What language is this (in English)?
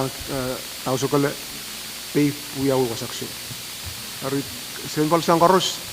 Pohnpeian